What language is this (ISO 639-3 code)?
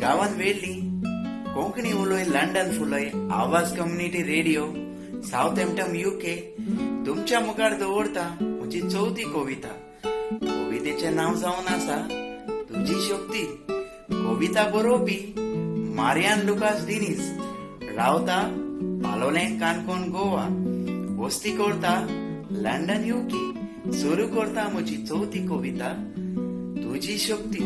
kok